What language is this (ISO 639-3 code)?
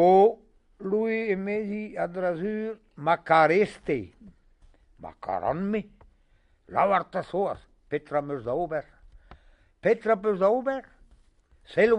bre